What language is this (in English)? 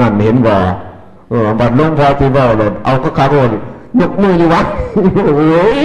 Northeastern Thai